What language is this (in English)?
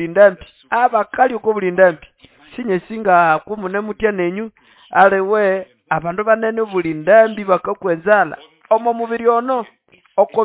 Nande